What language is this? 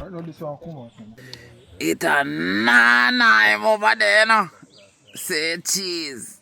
Jamaican Creole English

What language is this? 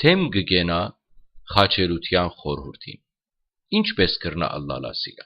Western Armenian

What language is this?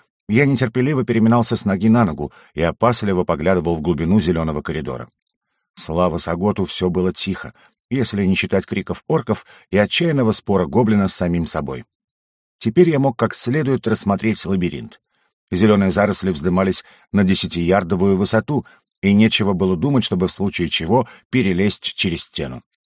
Russian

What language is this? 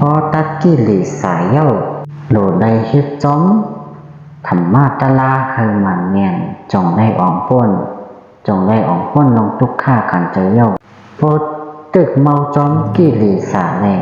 Shan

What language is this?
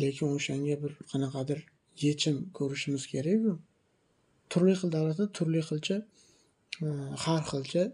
Uzbek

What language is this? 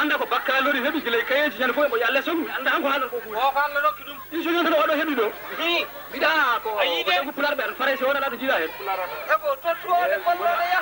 Fula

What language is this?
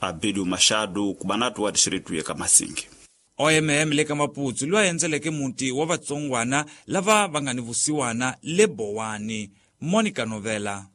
Tsonga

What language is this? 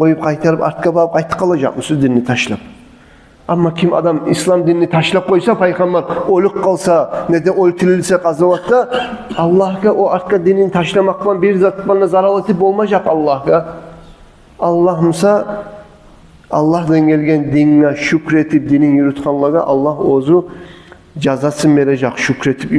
Kumyk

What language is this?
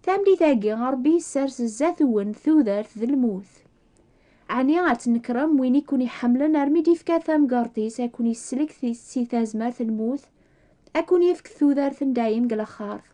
Kabyle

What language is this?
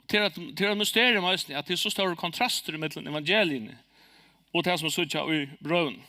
Faroese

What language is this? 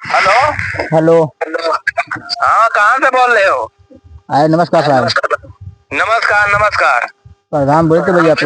Awadhi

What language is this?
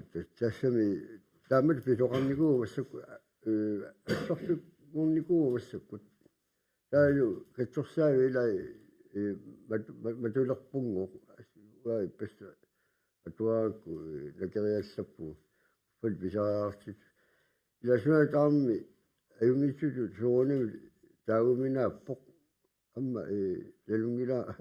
Kalaallisut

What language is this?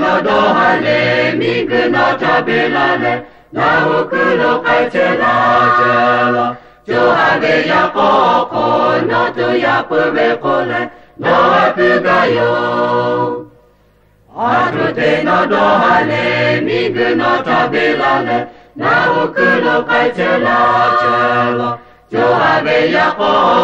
Lahu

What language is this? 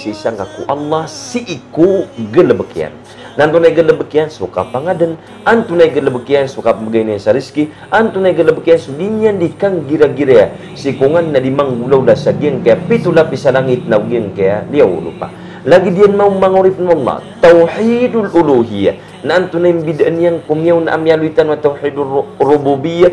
Maranao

